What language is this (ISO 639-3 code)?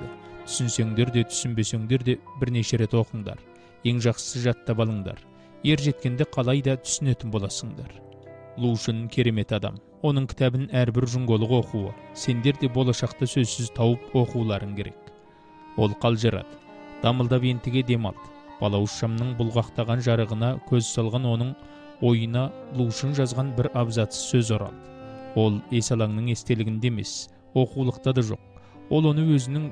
kaz